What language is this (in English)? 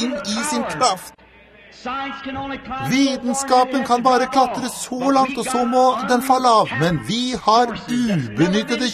Norwegian